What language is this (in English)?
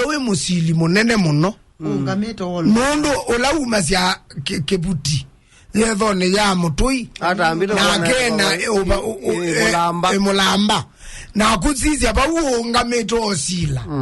Kamba